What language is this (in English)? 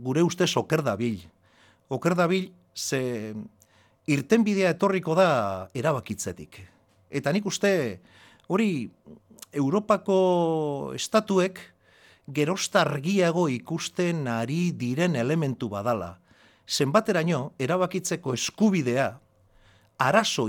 Basque